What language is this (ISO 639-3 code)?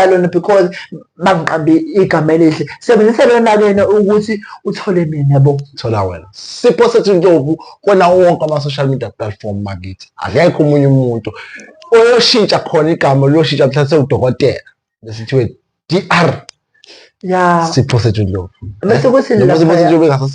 zul